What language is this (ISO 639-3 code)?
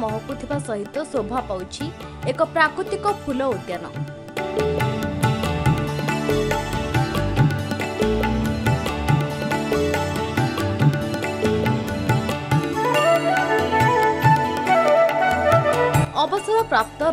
ori